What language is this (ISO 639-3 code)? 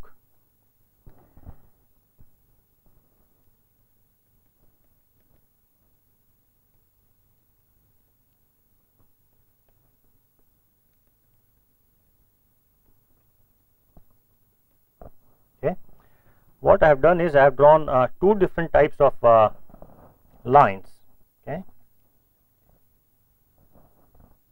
eng